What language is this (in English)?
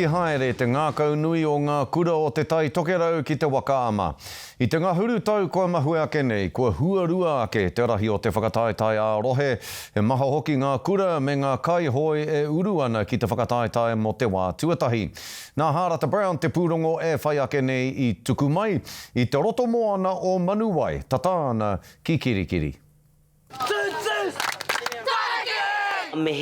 Māori